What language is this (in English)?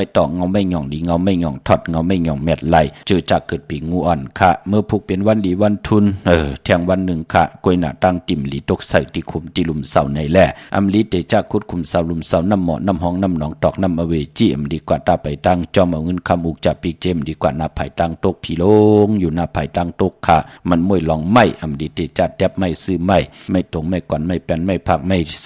Shan